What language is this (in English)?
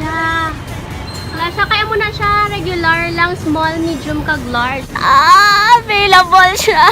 Hiligaynon